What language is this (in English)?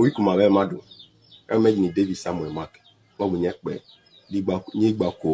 Igbo